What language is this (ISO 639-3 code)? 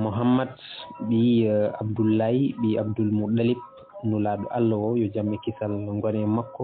ful